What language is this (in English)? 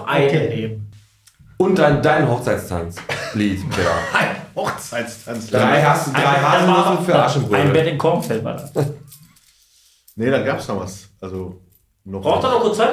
German